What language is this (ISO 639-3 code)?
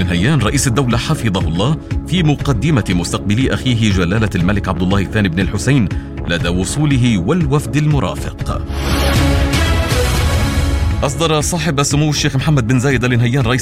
ara